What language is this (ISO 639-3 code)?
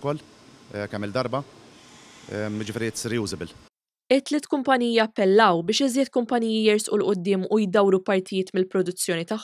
mlt